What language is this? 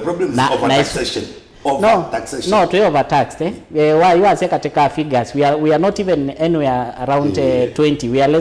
Kamba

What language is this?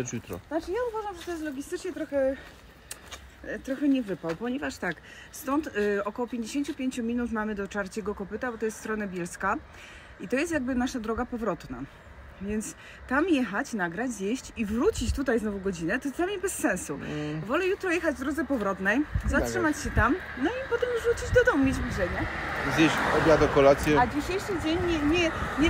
Polish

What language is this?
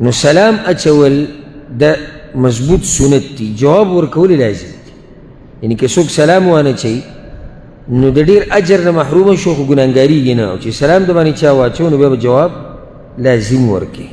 Pashto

